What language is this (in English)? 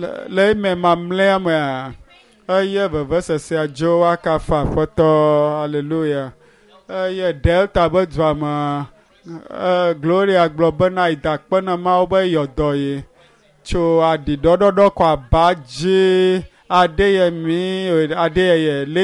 Ewe